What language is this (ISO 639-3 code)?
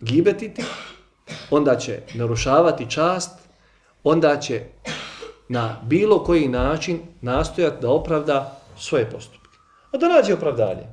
bos